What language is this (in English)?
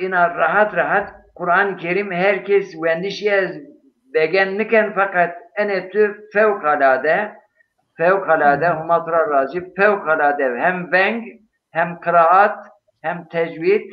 Zaza